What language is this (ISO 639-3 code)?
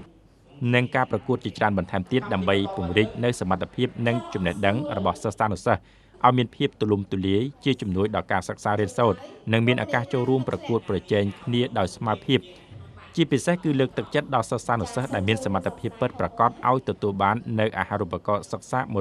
khm